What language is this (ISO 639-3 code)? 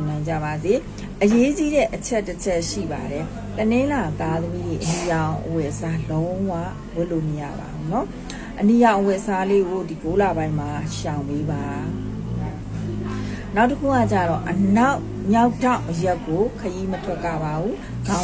mya